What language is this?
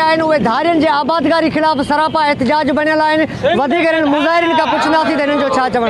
Sindhi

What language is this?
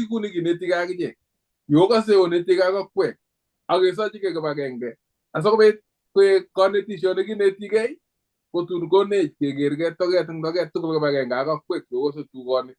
Kalenjin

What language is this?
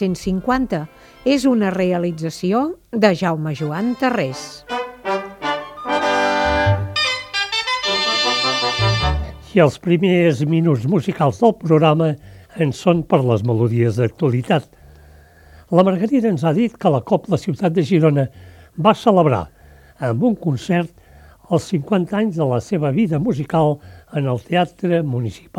Catalan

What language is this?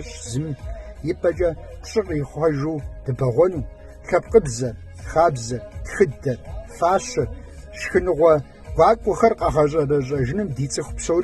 Kabardian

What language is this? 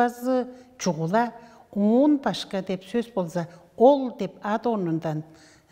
Tuvinian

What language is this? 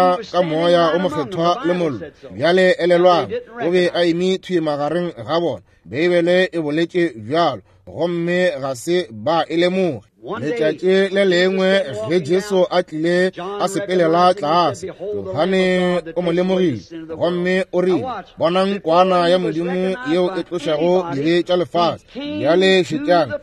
Northern Sotho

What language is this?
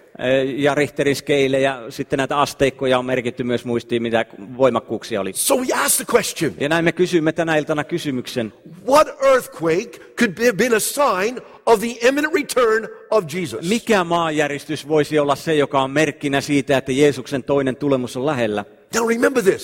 Finnish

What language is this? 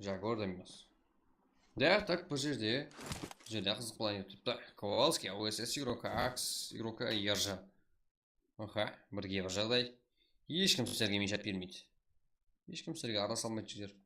Kara-Kalpak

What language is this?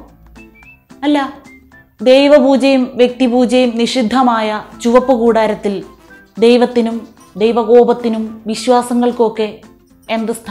Malayalam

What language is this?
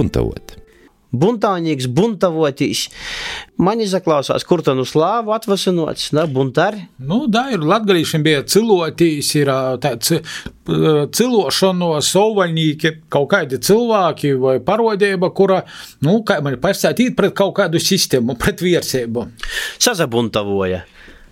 Latvian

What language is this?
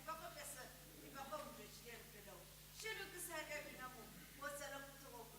Sumi Naga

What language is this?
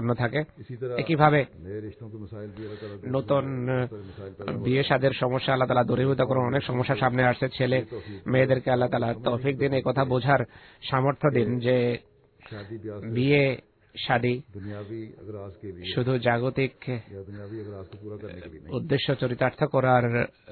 Bangla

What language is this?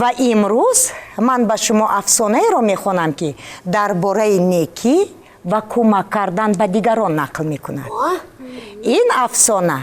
Tajik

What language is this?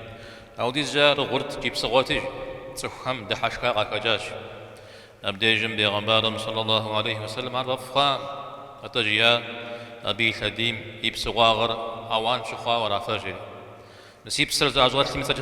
Kabardian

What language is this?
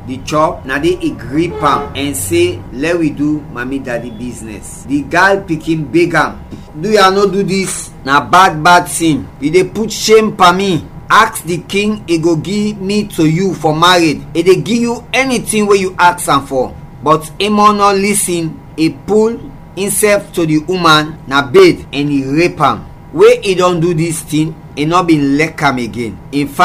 Krio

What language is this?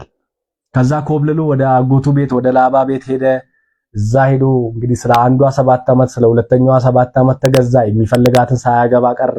Amharic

